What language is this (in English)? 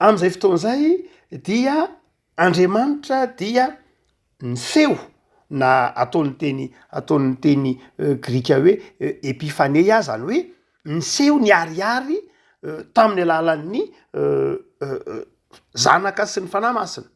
Malagasy